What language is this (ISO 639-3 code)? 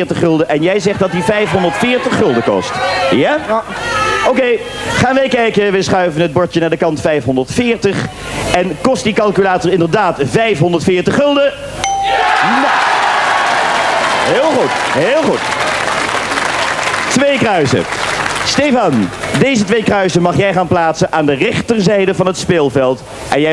nld